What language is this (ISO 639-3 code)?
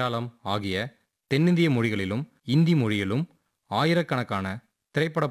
tam